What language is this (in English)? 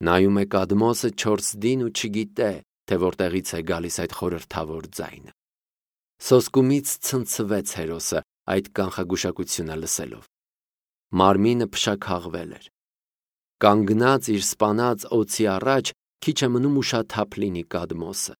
Armenian